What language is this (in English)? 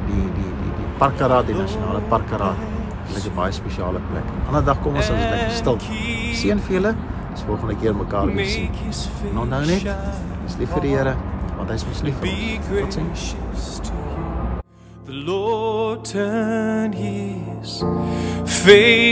Afrikaans